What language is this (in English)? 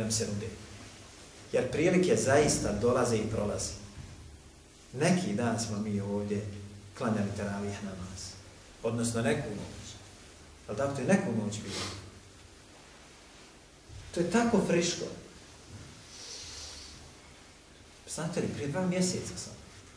Bosnian